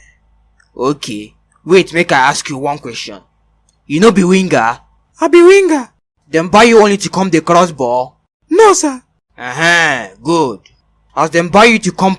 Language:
Nigerian Pidgin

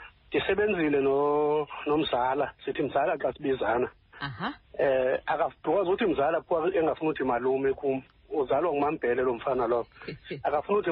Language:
Xhosa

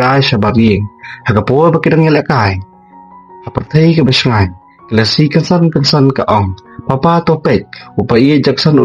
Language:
Khasi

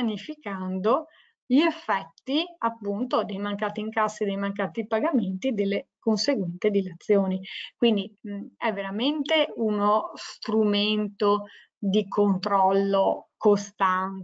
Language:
Italian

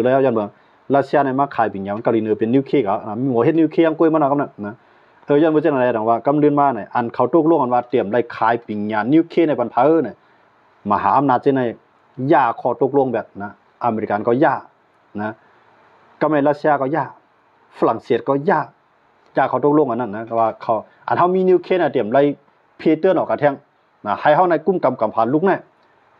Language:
Shan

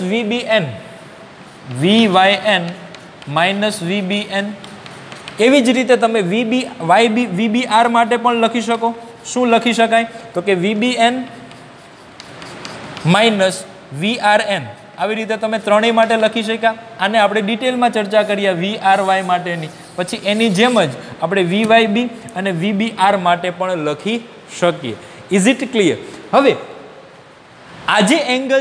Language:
Gujarati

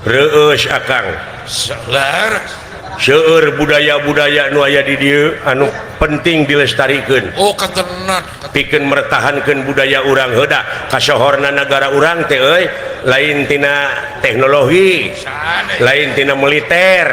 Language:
Sundanese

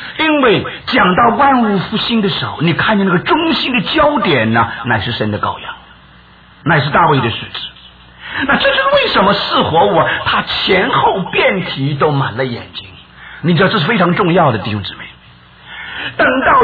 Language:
Chinese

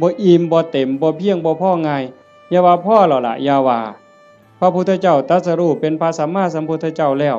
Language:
Northeastern Thai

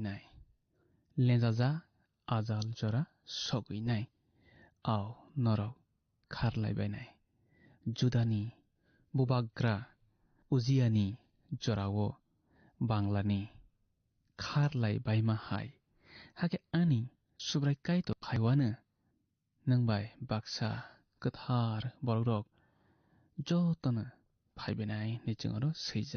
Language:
Kok Borok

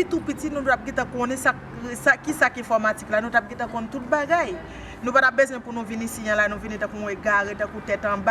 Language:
Haitian Creole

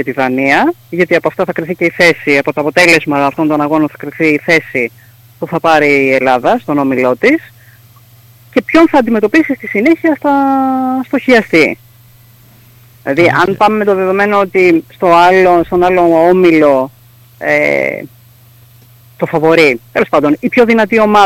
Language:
Greek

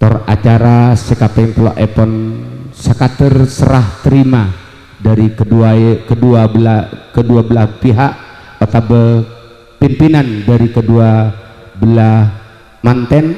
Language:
Madurese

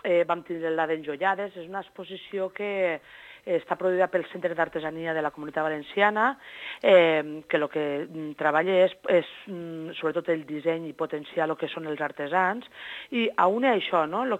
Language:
Catalan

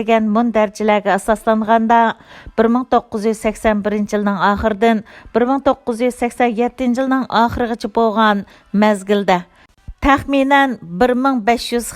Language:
Uyghur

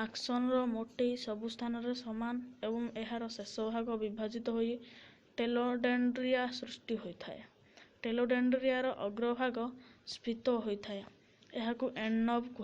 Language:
Odia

